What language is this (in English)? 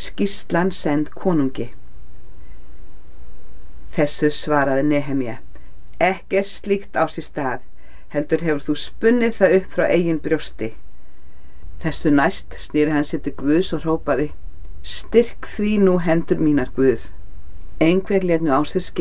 Icelandic